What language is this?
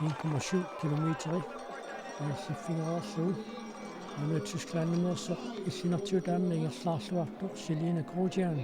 Kalaallisut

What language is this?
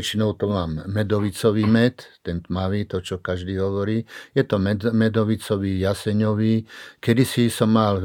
Slovak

